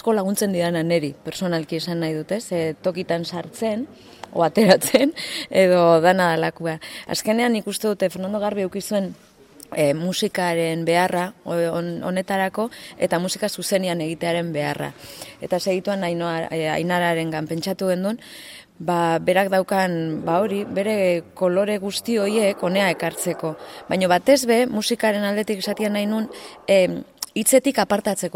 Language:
Basque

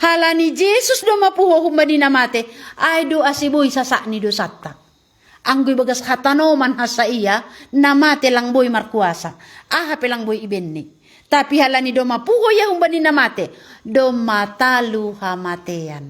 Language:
Batak Simalungun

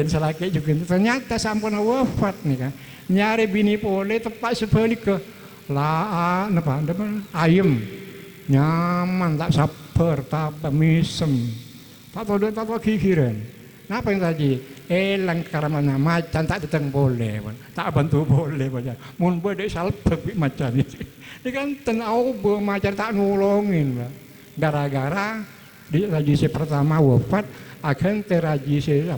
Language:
Madurese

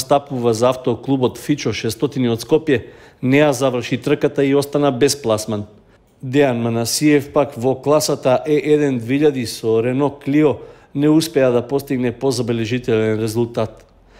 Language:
Macedonian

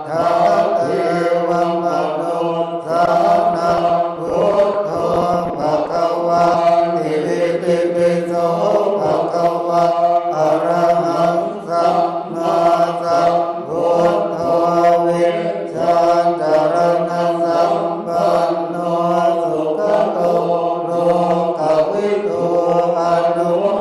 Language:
Pali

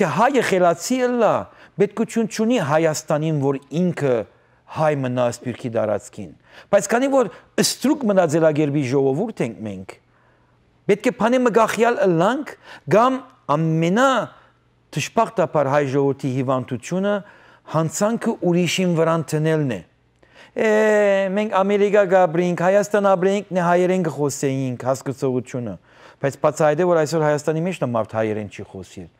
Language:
Western Armenian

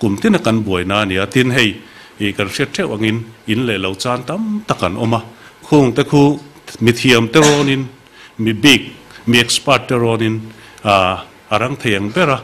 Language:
Mizo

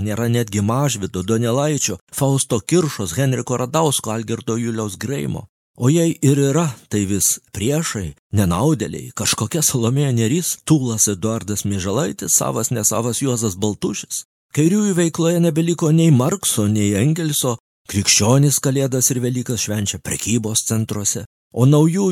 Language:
Lithuanian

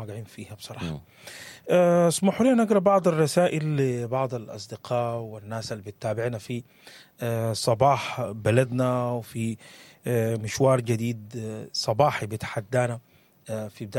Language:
Sudanese Arabic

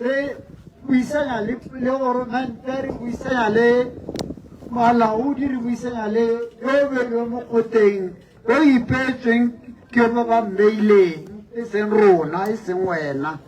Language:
Tswana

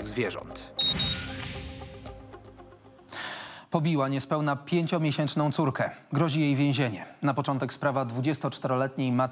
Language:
Polish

